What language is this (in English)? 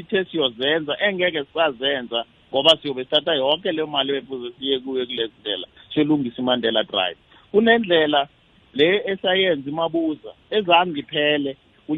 South Ndebele